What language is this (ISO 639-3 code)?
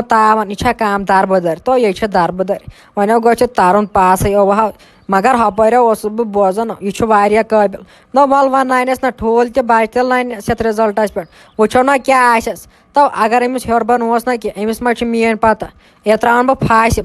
kas